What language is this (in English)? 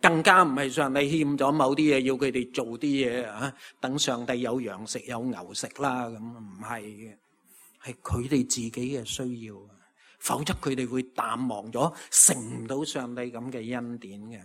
Cantonese